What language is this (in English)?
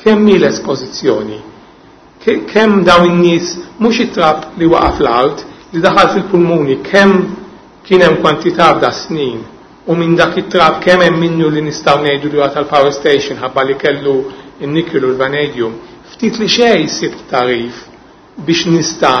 Maltese